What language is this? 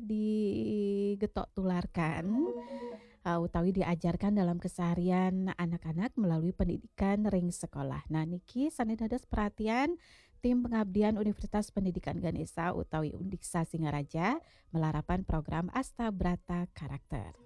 Balinese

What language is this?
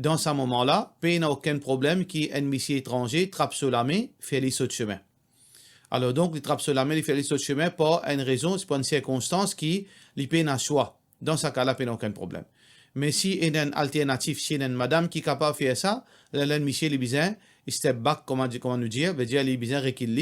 Morisyen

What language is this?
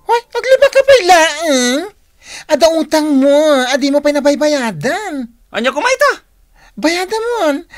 Iloko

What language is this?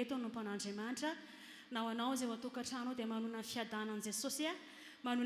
Malagasy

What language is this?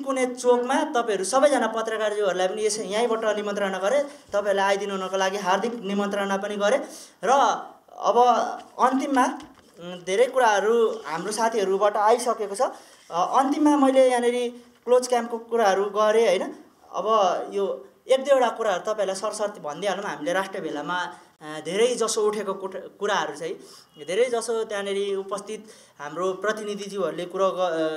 Nepali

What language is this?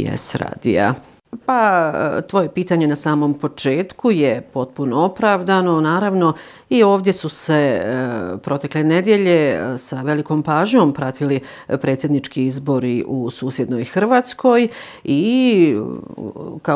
Bosnian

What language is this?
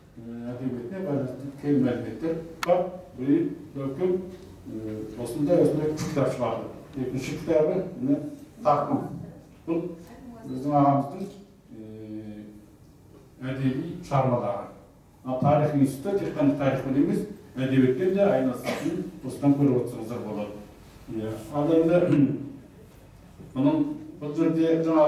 Kazakh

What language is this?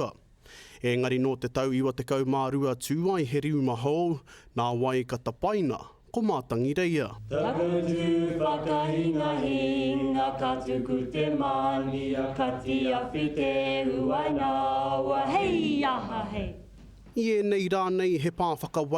Māori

